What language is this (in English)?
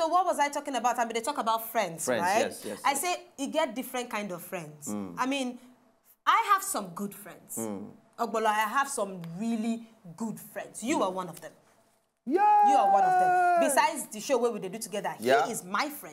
Nigerian Pidgin